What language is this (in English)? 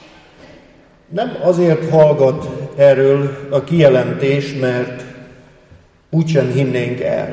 Hungarian